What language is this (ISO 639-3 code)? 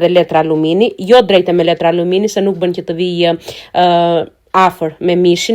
sqi